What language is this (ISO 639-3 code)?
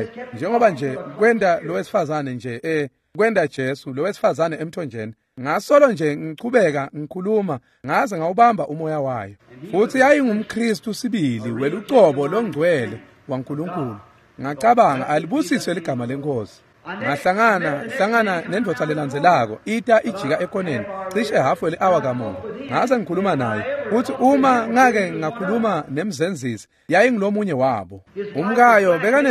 ssw